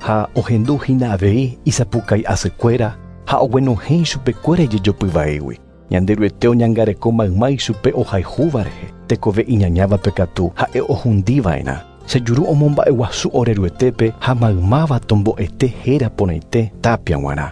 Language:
Guarani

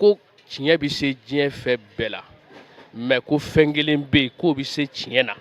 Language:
Bambara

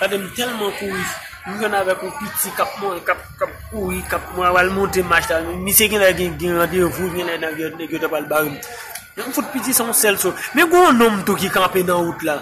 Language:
Haitian Creole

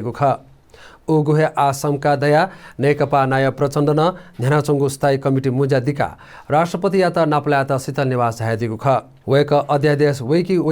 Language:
Newari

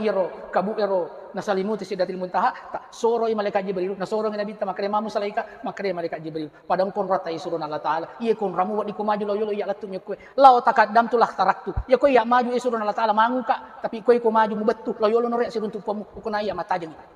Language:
Buginese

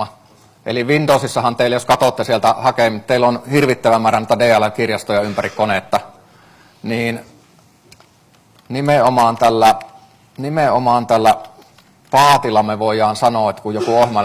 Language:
Finnish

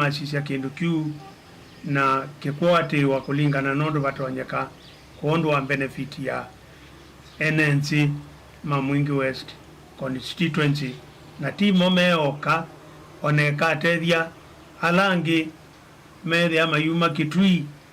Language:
Kamba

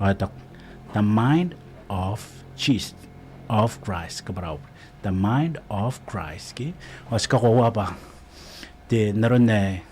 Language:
Gilbertese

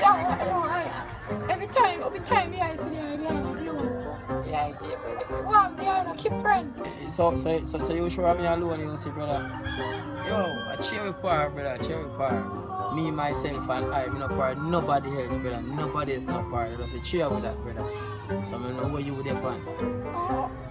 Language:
Jamaican Creole English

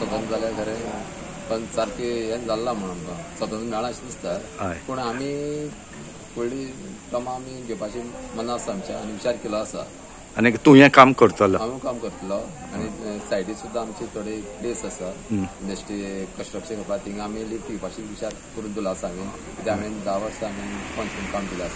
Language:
Konkani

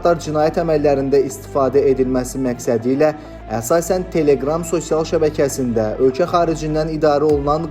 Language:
Azerbaijani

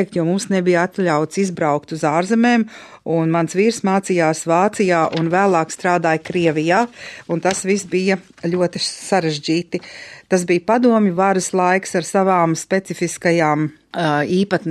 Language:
Latvian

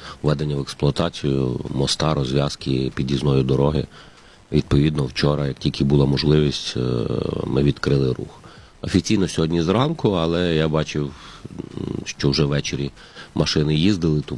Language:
Ukrainian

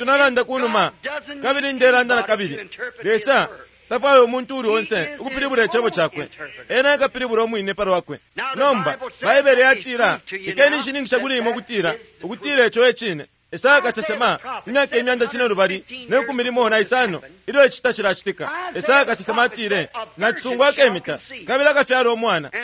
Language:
Bemba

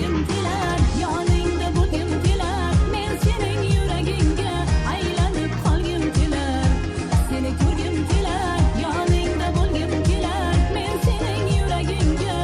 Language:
Kara-Kalpak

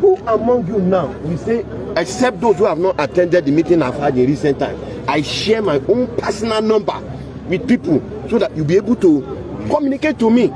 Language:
Yoruba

